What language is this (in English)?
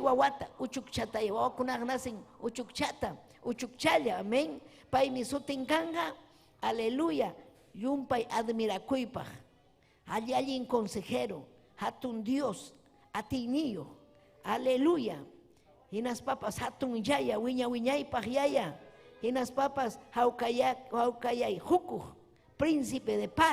Ayacucho Quechua